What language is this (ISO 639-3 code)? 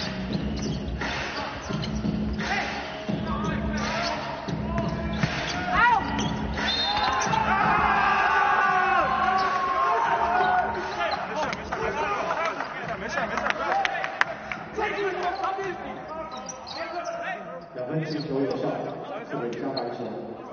zho